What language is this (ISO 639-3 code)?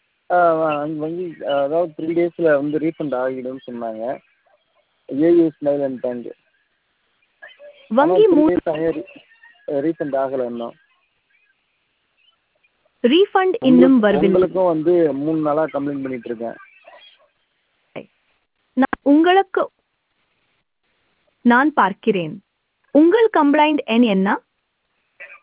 tam